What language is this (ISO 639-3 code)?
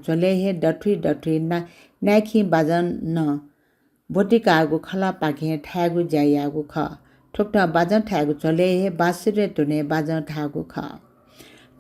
new